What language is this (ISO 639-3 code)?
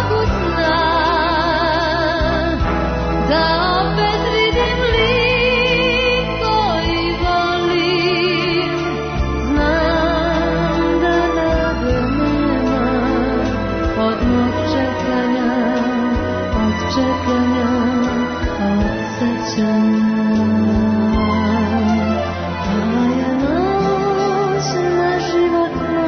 srp